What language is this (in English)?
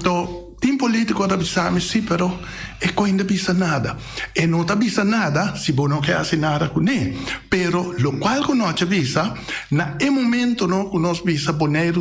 Papiamento